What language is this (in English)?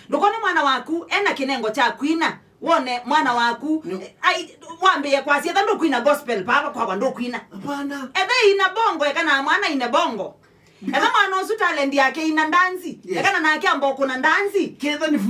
Kamba